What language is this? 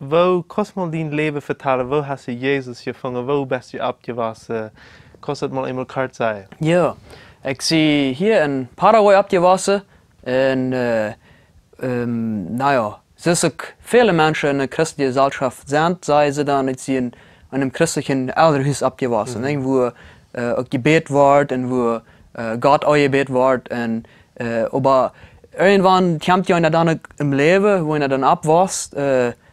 Plautdietsch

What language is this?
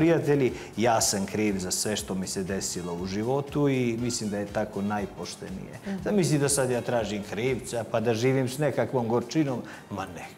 Serbian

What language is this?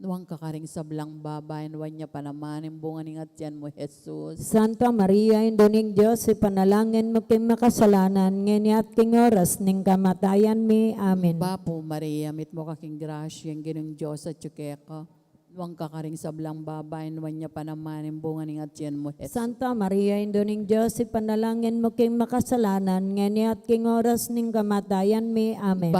Pampanga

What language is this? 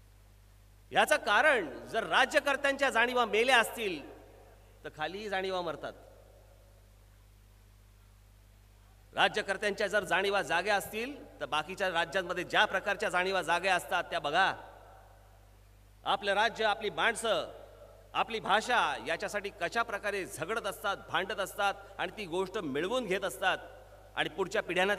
Marathi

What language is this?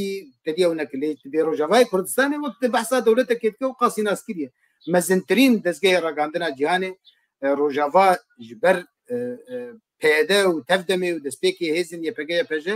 Kurdish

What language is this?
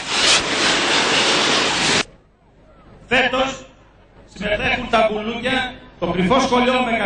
Greek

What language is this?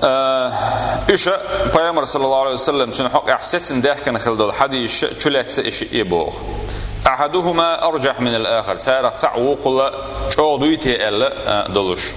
Chechen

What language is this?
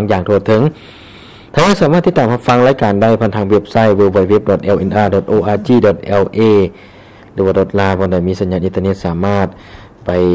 Lao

